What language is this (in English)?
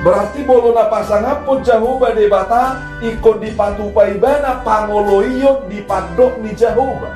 Batak Toba